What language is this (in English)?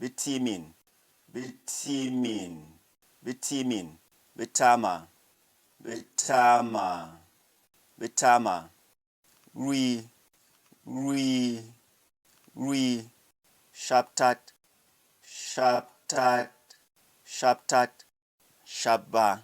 Berom